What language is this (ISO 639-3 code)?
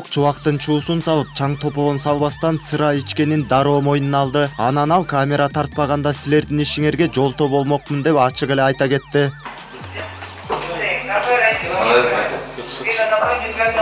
kir